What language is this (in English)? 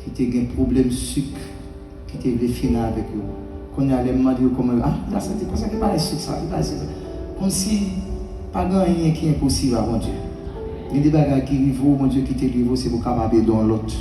Haitian Creole